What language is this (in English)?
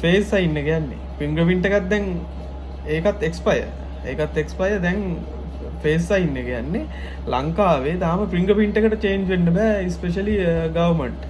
Sinhala